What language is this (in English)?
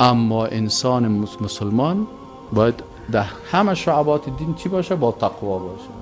Persian